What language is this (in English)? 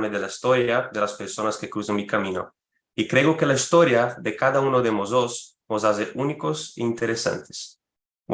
Ladino